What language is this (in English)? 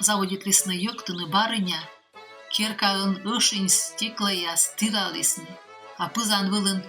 Komi